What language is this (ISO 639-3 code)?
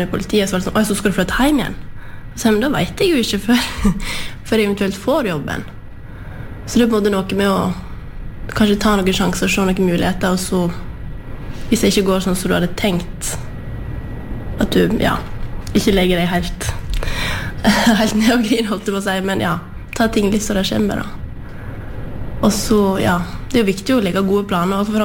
nor